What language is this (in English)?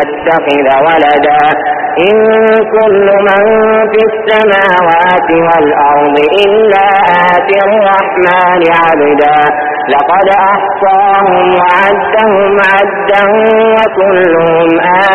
Arabic